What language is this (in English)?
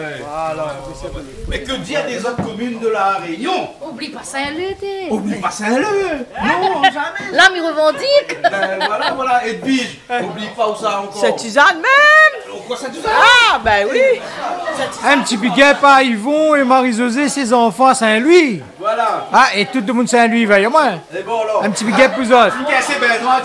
French